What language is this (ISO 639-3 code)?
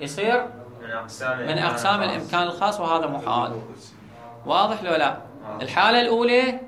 acm